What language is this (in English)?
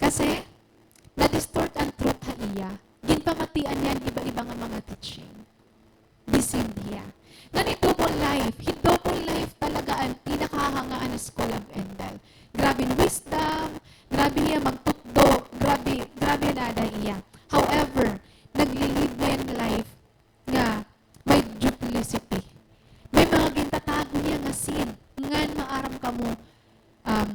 Waray